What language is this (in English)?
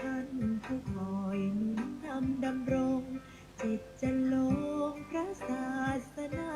Pali